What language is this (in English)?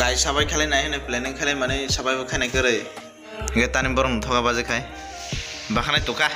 Kok Borok